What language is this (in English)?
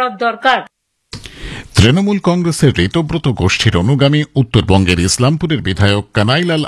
Bangla